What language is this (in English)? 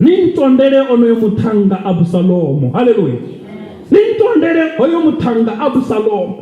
Venda